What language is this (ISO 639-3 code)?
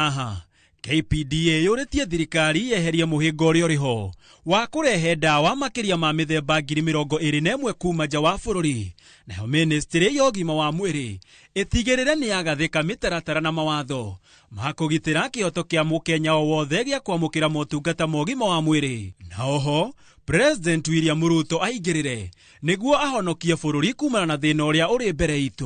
kik